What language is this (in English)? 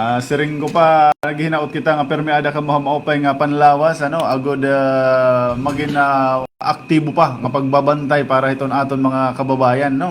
Waray